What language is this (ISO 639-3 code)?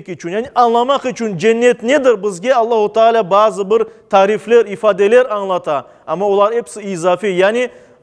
crh